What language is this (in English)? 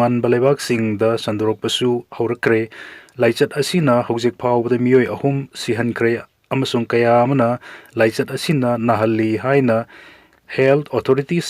Manipuri